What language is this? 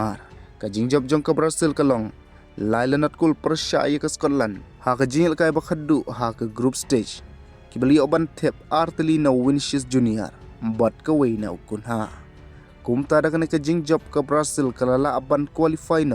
Khasi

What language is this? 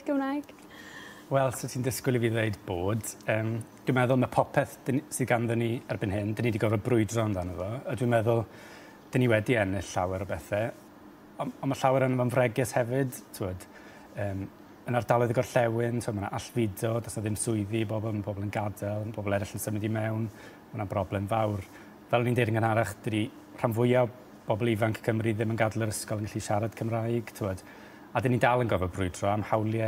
Welsh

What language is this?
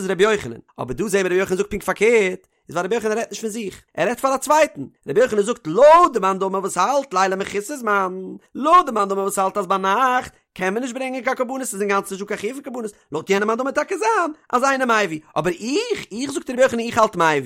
Yiddish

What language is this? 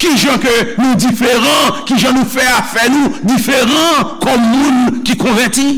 Haitian Creole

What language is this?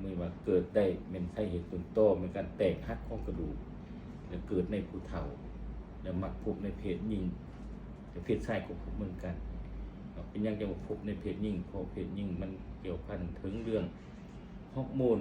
Lao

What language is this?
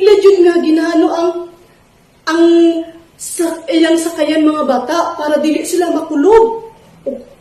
Cebuano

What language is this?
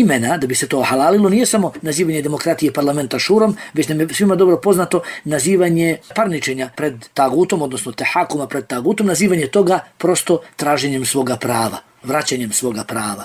Bosnian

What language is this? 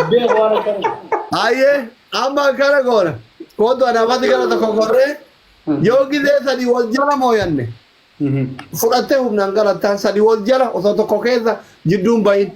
Oromo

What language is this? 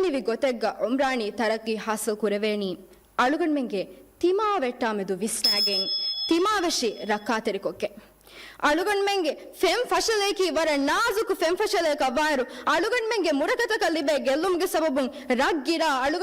Divehi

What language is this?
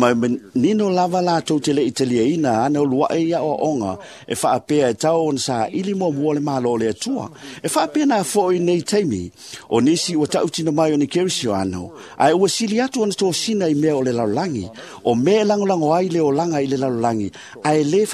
Samoan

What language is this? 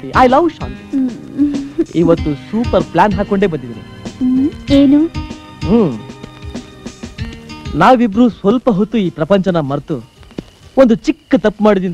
Kannada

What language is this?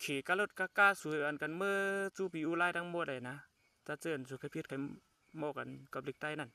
Shan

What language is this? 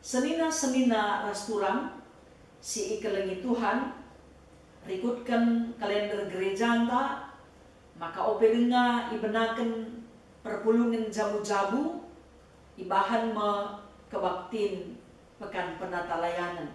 Batak Karo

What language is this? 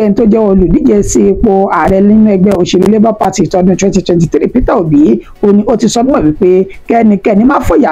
Yoruba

